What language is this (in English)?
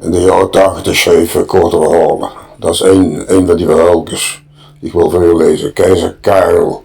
Limburgish